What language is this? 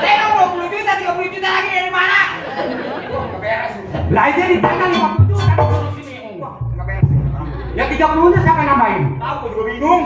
Betawi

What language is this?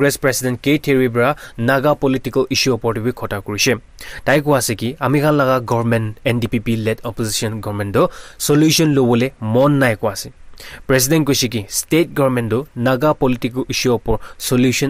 Naga Pidgin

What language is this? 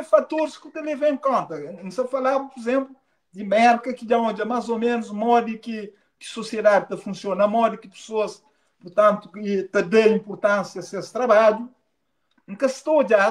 Kabuverdianu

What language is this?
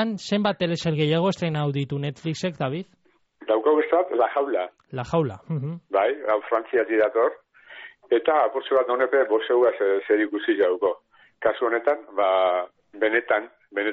Basque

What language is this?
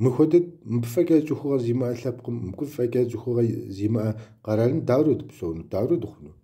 Kabardian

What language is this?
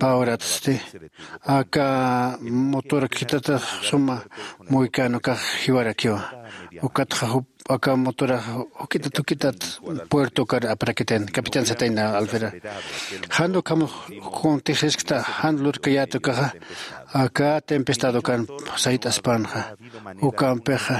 Aymara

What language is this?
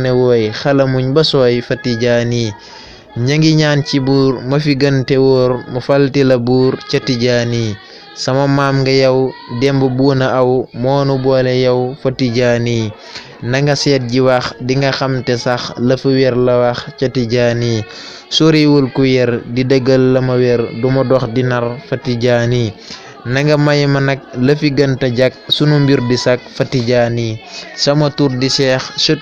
Wolof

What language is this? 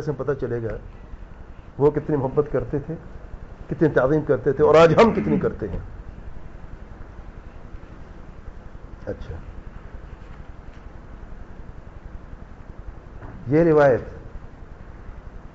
Urdu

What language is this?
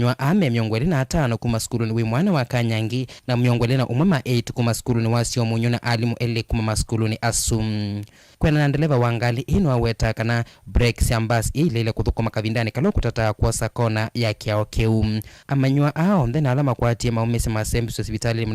Kamba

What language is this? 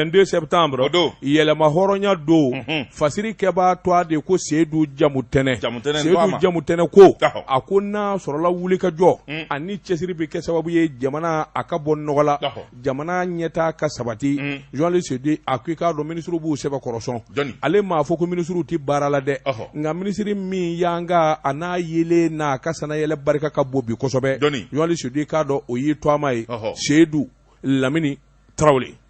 Bambara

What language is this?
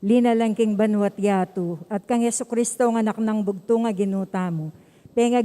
Pampanga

